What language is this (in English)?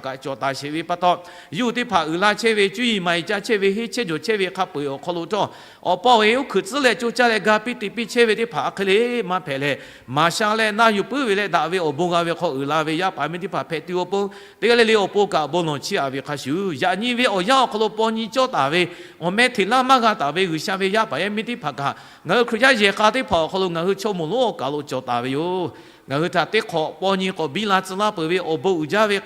Lahu